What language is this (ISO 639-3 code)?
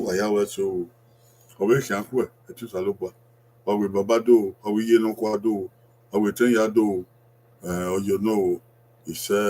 bin